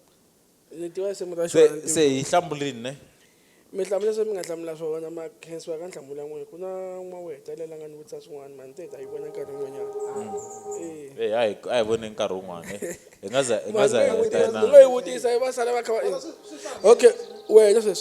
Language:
Tsonga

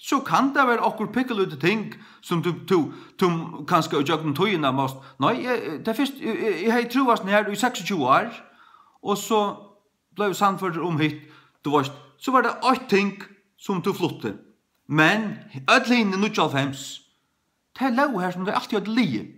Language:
Faroese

